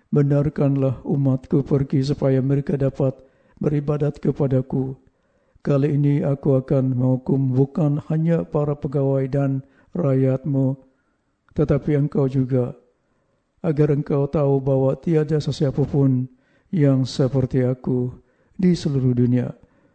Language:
Malay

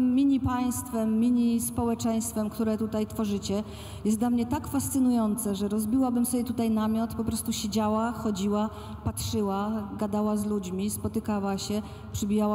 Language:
Polish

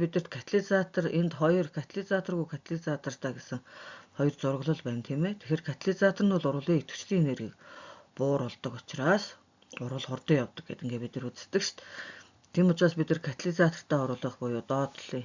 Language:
Mongolian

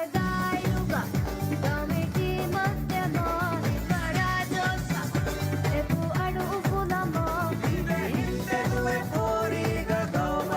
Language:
Divehi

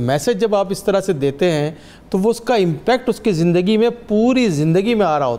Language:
Urdu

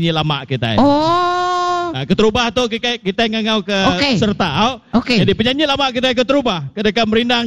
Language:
Iban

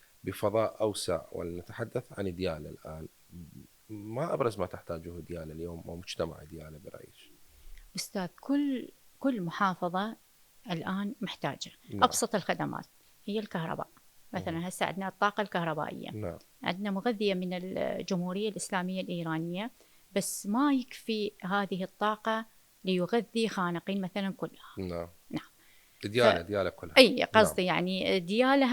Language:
Mesopotamian Arabic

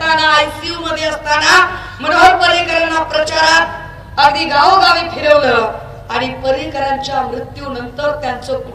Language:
Marathi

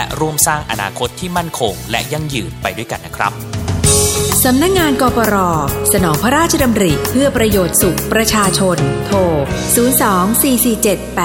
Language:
Thai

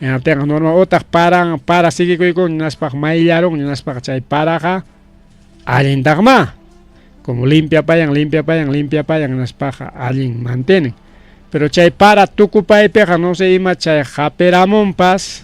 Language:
Ayacucho Quechua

